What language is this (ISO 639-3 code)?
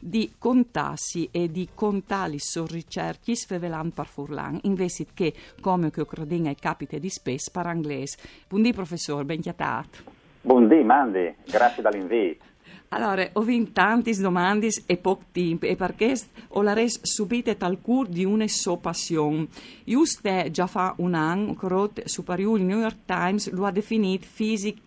fur